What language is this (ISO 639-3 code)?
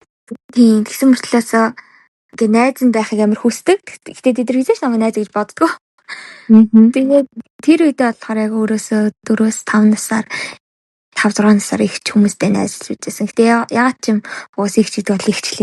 mon